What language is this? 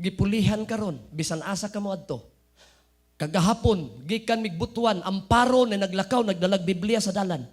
Cebuano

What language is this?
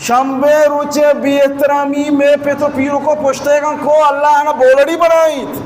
Baluchi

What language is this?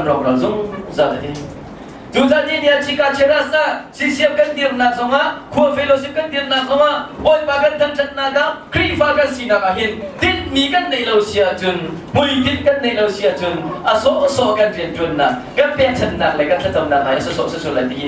Hakha Chin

